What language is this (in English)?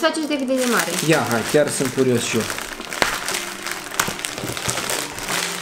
Romanian